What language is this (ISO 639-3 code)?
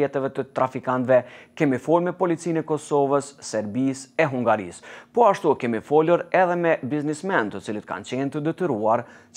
sqi